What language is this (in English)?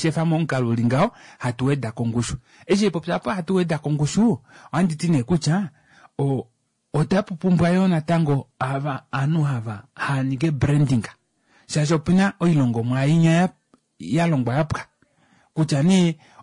Kuanyama